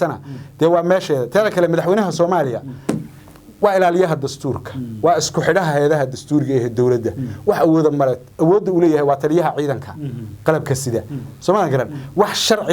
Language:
Somali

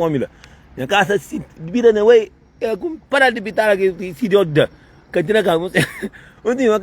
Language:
Kabuverdianu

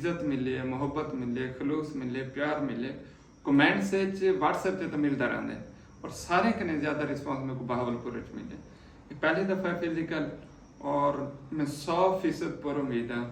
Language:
Saraiki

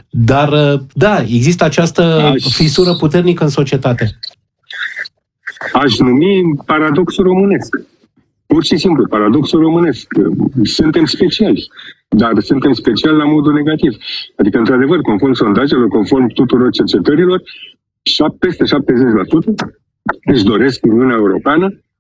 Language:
Romanian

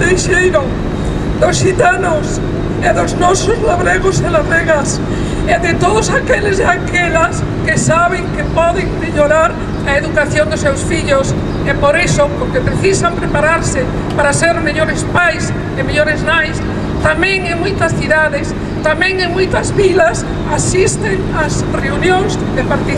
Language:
Galician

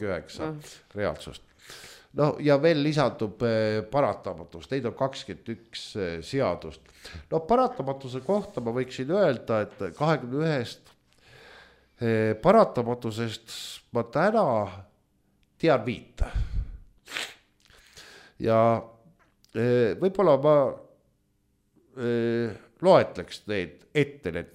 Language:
Estonian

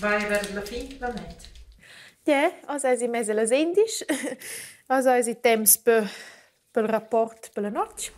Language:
Romansh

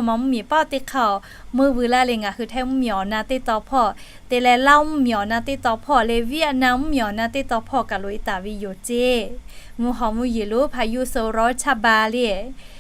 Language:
Lahu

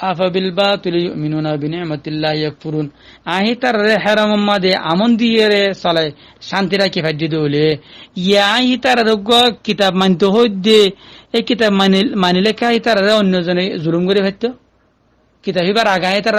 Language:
Rohingya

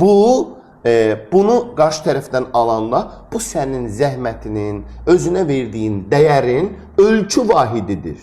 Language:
Azerbaijani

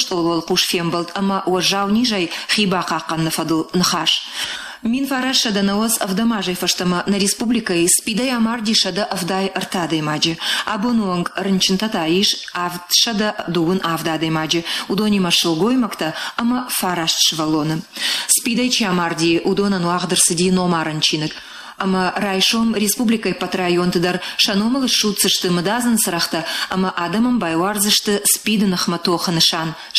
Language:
Ossetic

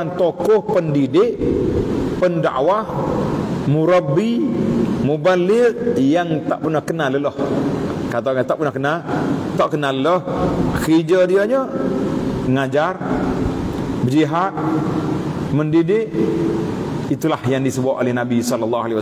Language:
Malay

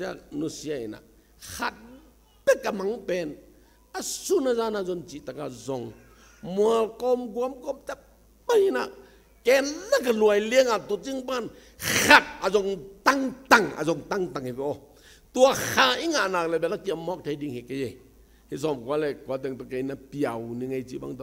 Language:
Tedim Chin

